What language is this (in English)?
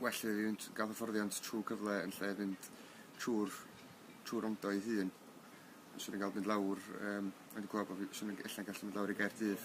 Welsh